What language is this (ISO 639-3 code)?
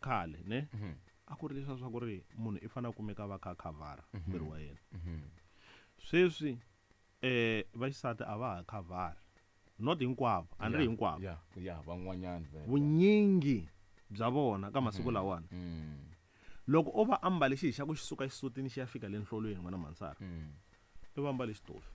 tso